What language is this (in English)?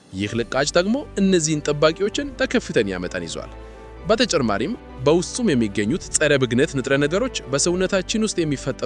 Amharic